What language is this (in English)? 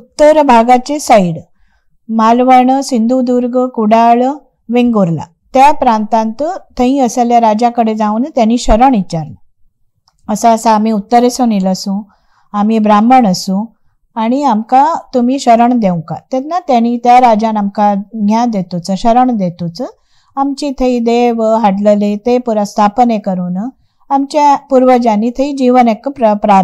Konkani